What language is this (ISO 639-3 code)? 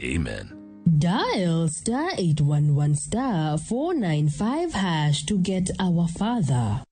luo